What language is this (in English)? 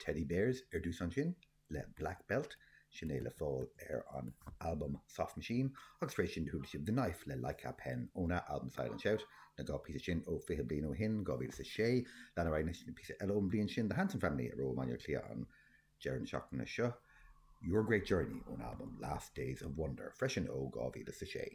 Irish